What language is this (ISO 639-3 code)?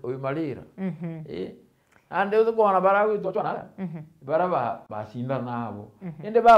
mer